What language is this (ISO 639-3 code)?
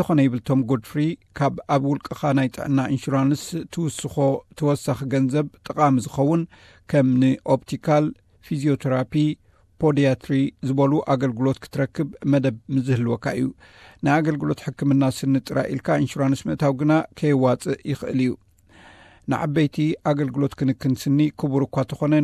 tir